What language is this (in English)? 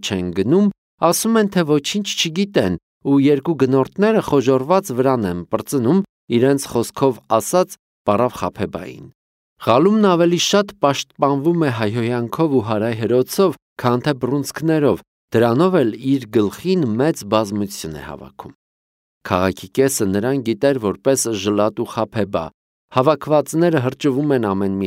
Armenian